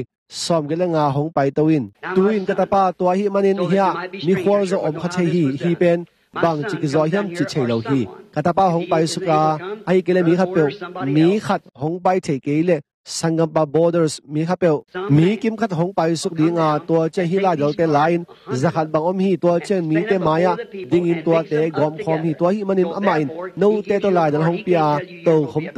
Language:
Tedim Chin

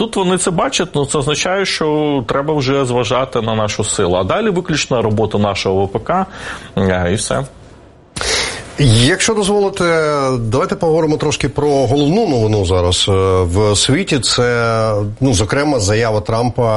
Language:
Ukrainian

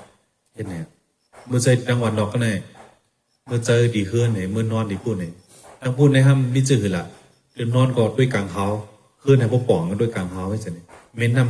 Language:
Shan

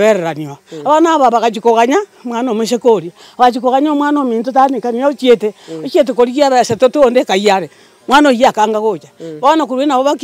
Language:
Gusii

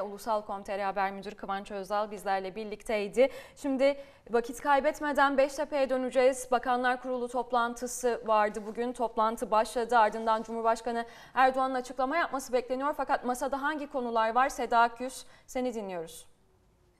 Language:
Turkish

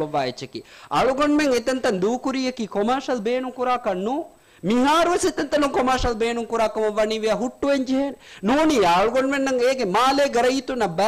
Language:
Divehi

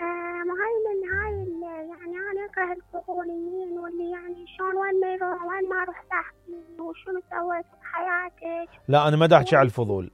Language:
Mesopotamian Arabic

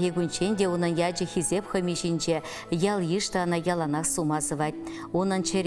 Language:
Chuvash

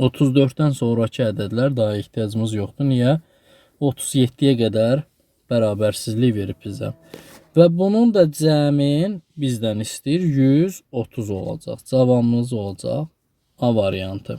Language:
Azerbaijani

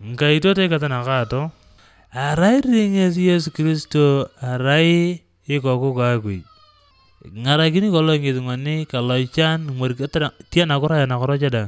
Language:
Teso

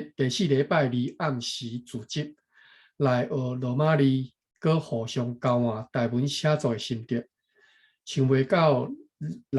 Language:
Min Nan Chinese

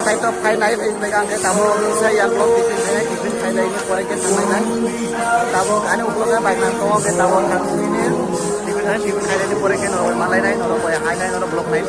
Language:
Kok Borok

